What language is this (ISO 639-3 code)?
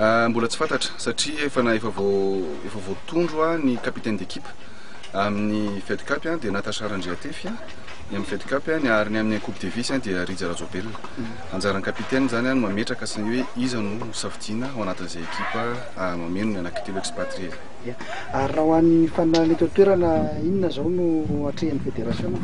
mlg